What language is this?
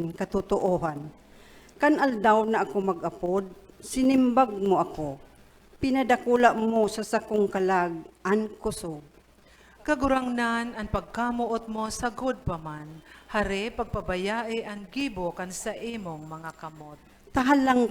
Bikol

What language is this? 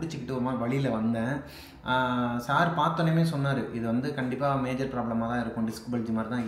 Tamil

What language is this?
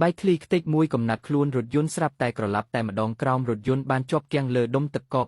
Khmer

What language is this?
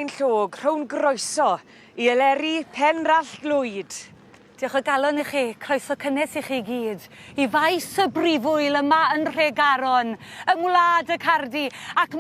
Welsh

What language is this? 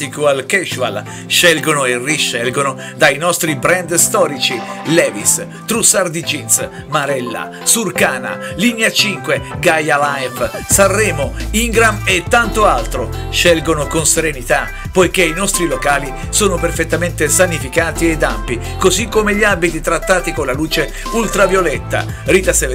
Italian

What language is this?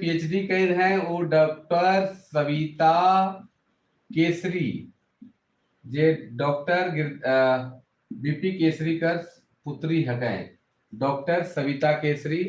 Sadri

